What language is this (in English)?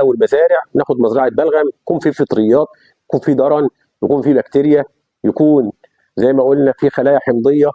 Egyptian Arabic